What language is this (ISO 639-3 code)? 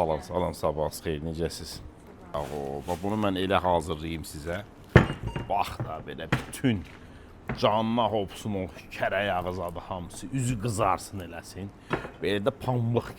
aze